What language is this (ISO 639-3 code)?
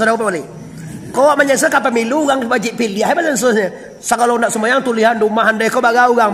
min